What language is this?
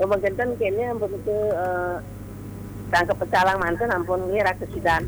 Balinese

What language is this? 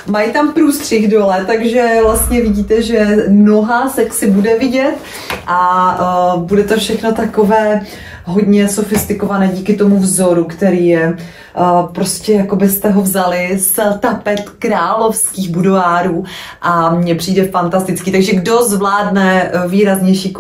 Czech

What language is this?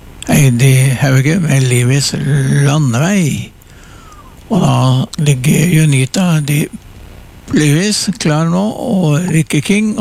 Norwegian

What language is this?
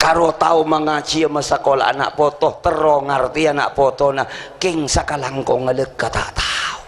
Madurese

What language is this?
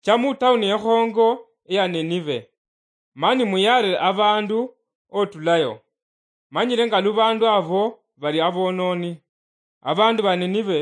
Luyia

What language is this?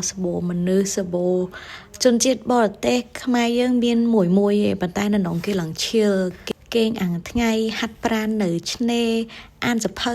Khmer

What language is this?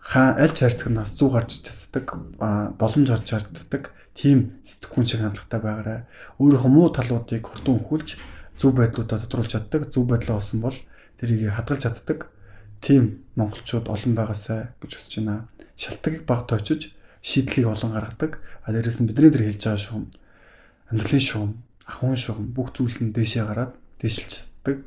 Mongolian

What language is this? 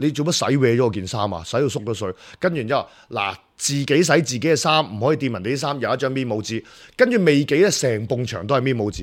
Cantonese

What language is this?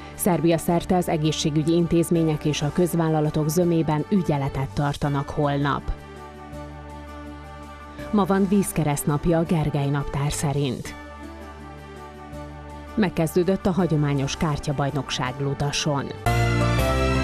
Hungarian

